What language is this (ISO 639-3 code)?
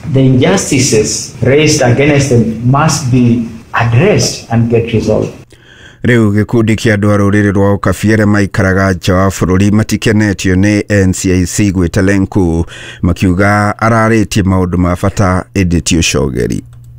kik